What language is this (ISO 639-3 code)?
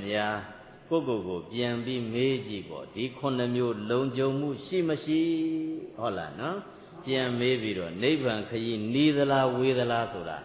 mya